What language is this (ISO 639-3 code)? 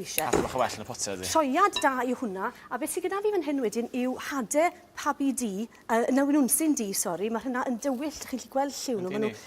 cym